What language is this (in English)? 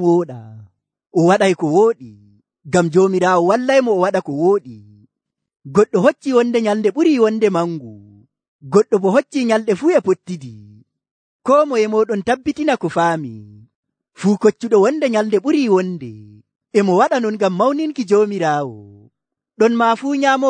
Nigerian Fulfulde